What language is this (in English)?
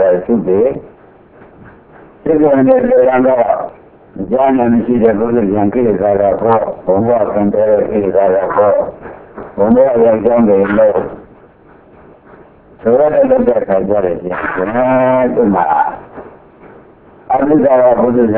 Burmese